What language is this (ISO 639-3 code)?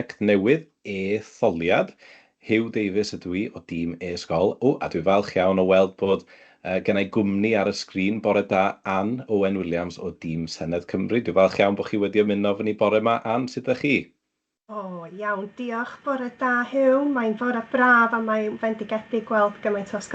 cym